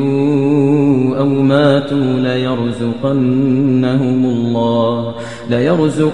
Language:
Kashmiri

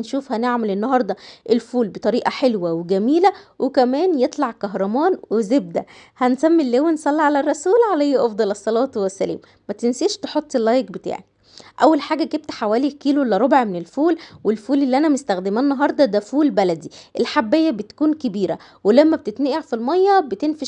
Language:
Egyptian Arabic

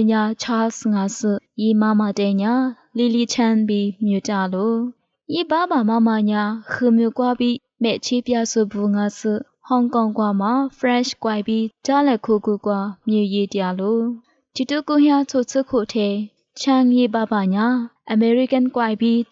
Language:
Lisu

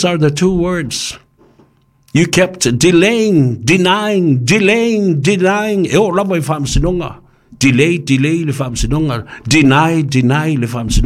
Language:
Samoan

